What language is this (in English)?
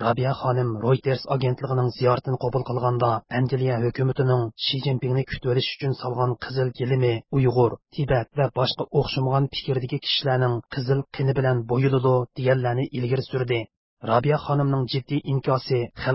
Uyghur